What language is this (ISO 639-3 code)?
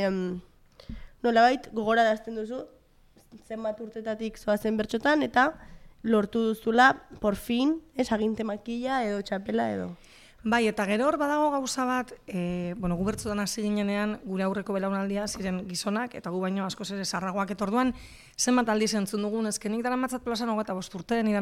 eus